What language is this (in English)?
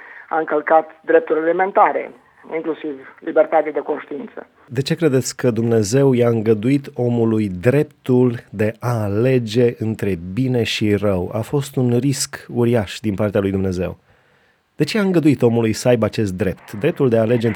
Romanian